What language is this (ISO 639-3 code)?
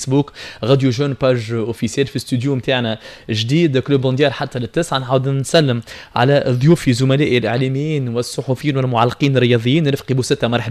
aeb